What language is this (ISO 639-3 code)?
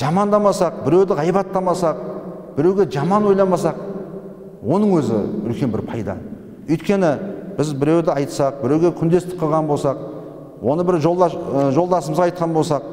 kaz